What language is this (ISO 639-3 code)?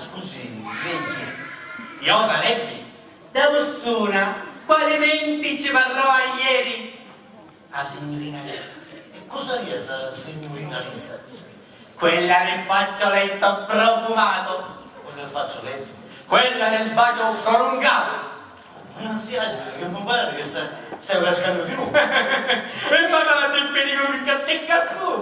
scn